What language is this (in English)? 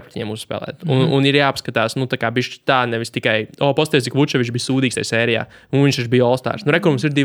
Latvian